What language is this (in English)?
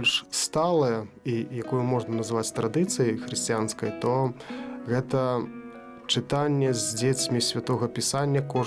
Belarusian